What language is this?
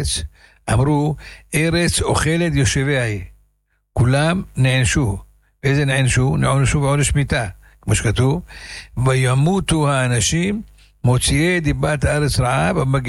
Hebrew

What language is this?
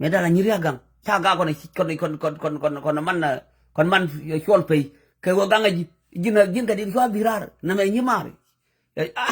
Nuer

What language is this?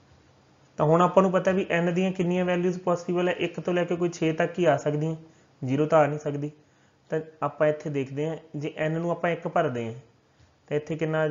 Punjabi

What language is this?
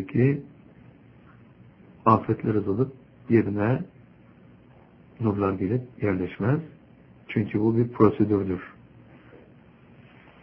Turkish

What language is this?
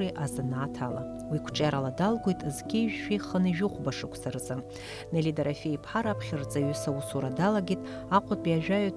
Abkhazian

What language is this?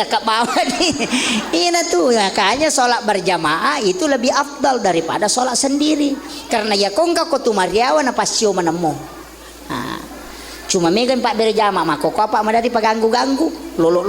Buginese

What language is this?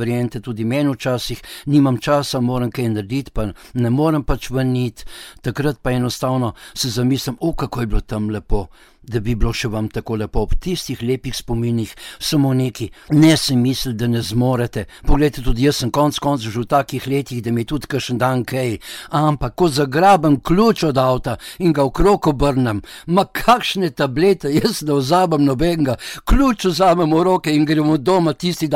Slovenian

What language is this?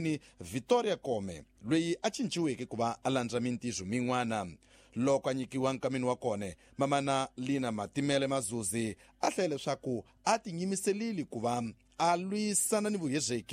Tsonga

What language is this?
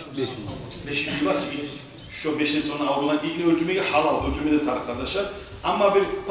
Kumyk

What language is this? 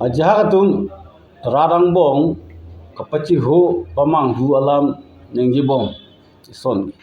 Karbi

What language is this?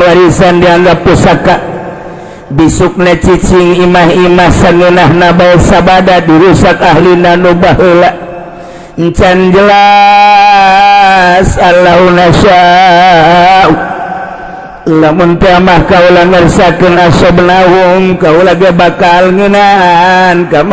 Sundanese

